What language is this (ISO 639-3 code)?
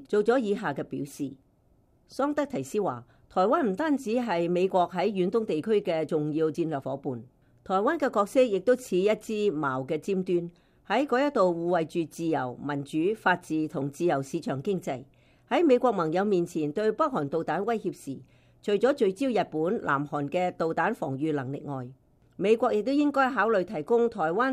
yue